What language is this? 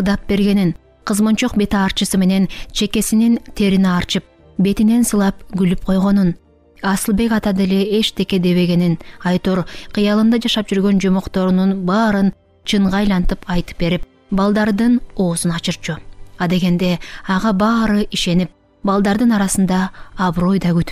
Kyrgyz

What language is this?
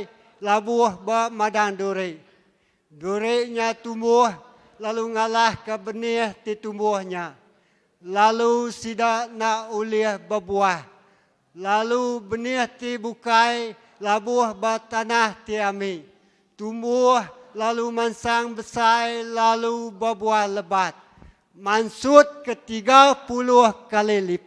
Iban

